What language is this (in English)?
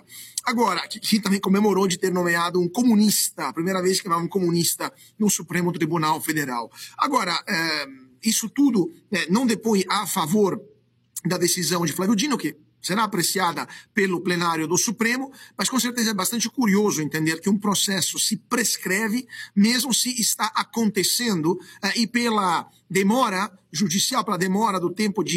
Portuguese